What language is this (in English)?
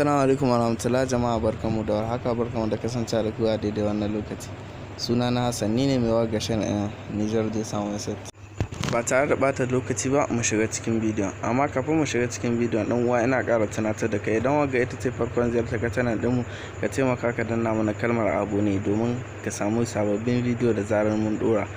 Hausa